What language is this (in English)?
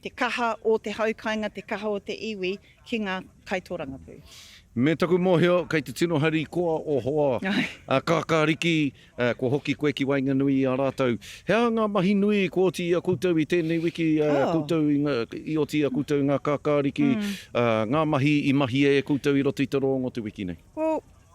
Māori